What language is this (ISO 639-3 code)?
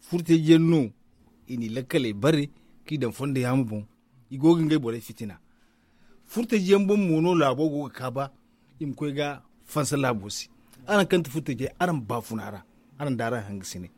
dje